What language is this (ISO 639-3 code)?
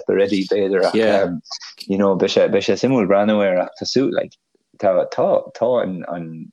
gle